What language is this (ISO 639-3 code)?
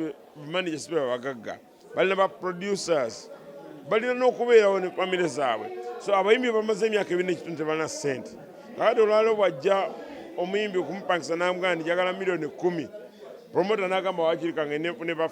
lug